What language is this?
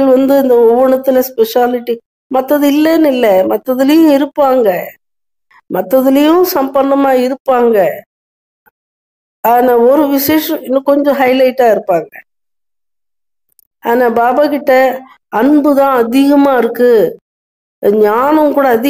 Tamil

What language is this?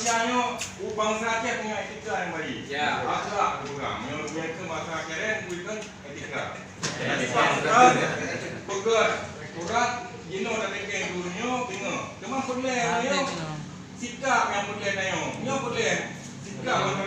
Achinese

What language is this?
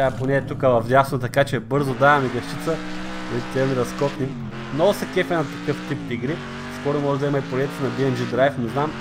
Bulgarian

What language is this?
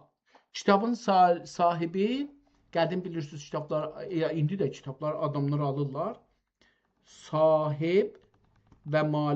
South Azerbaijani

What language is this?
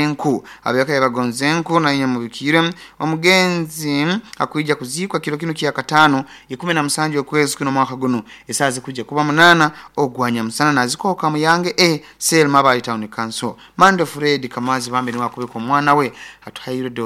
Nyoro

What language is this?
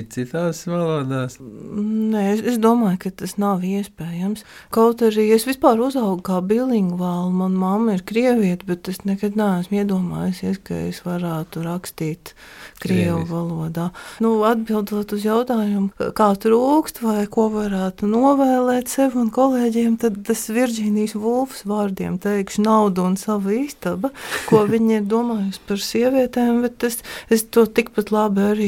Latvian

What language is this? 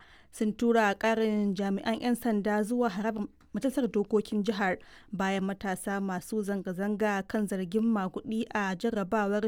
Hausa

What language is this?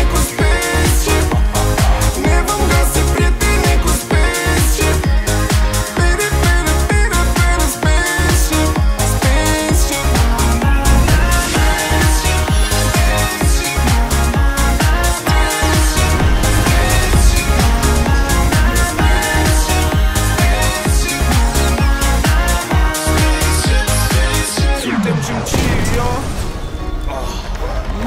Romanian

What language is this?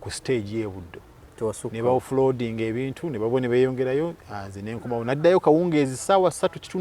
Ganda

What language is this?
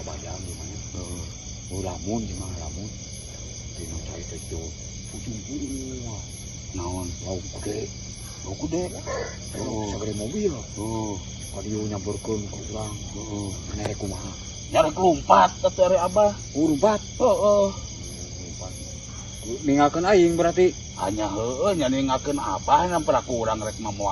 Sundanese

